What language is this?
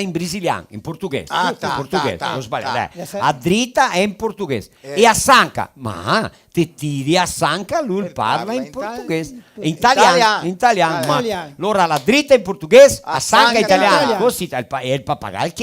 Venetian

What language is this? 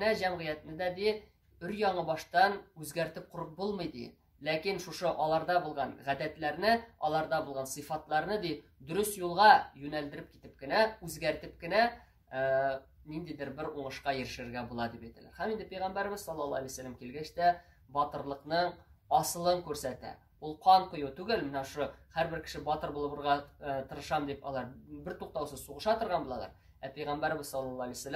Tatar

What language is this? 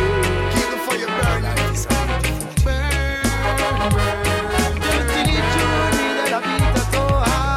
Italian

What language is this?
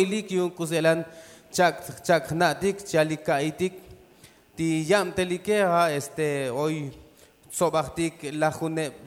Tzotzil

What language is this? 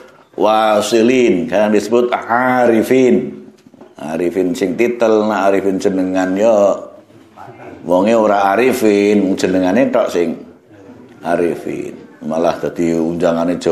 Javanese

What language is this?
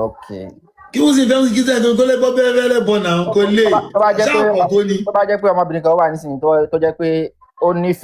Yoruba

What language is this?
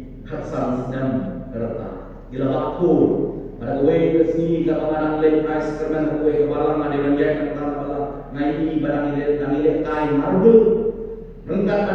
Khasi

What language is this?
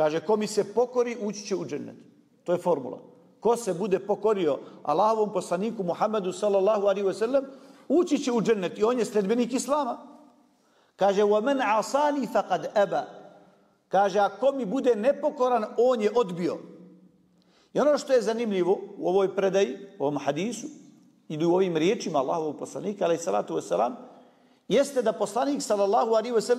Bosnian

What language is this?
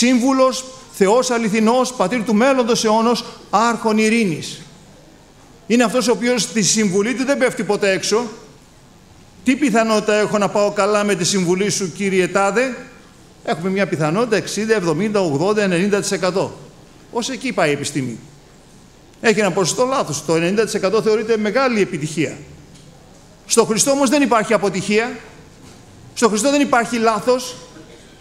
Greek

